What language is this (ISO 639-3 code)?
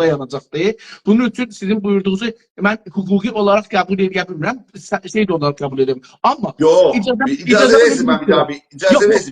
azb